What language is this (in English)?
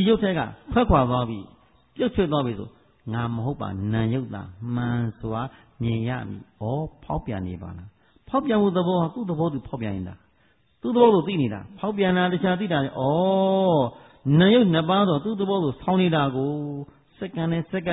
Burmese